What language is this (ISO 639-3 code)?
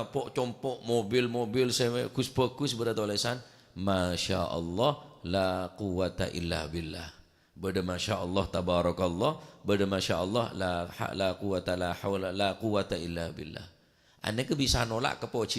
mad